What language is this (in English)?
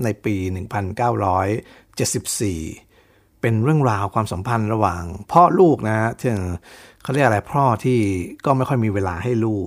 Thai